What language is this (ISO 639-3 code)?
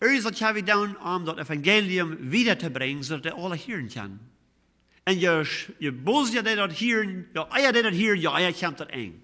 pdt